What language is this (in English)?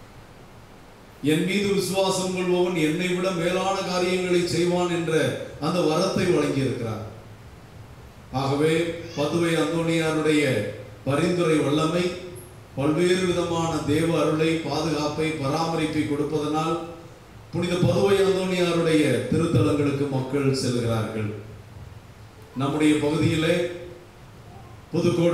Tamil